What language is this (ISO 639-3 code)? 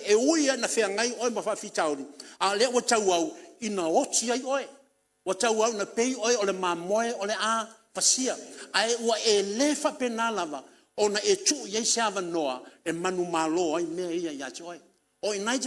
smo